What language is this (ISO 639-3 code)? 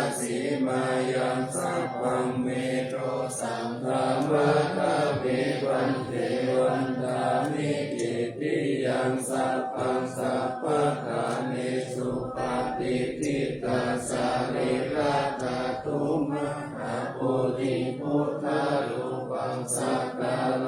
pli